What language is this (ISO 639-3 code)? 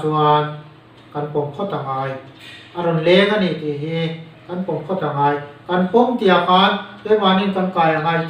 lus